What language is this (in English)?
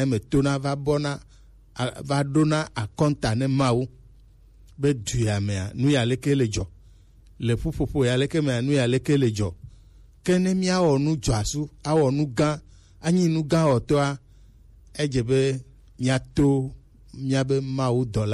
Gen